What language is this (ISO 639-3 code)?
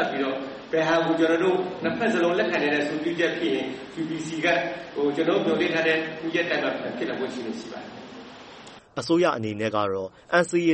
mya